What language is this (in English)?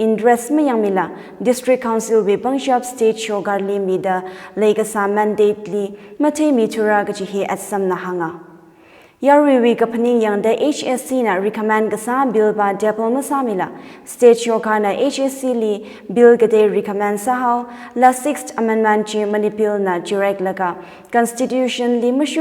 Tangkhul Naga (India)